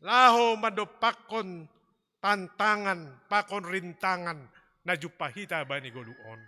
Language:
Batak Simalungun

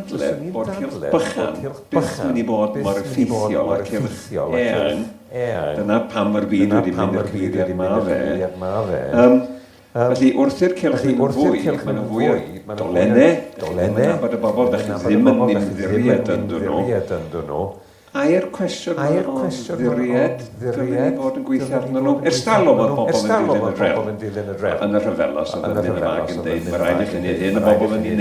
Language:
Welsh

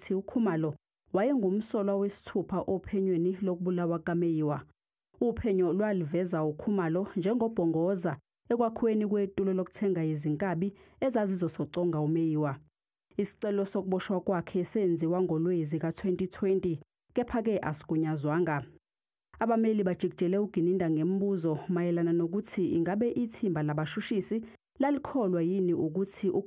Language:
Zulu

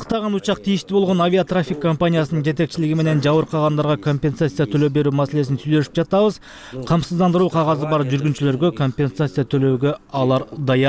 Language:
Kyrgyz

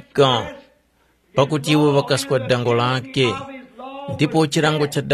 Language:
Tumbuka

